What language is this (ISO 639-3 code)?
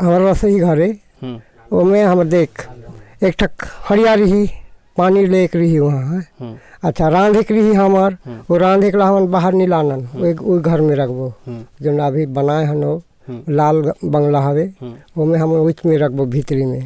hne